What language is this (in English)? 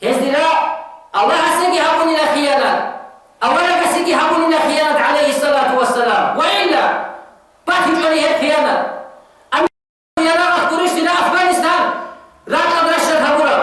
Avaric